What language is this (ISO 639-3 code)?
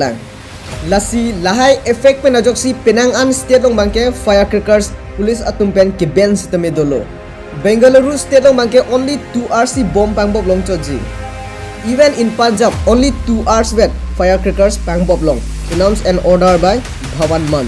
mjw